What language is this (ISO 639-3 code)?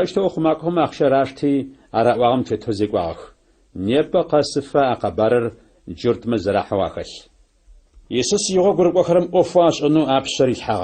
ady